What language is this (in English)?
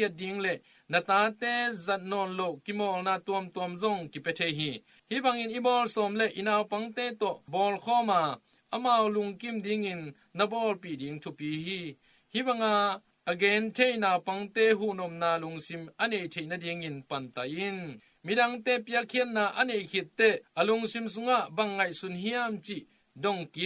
Tedim Chin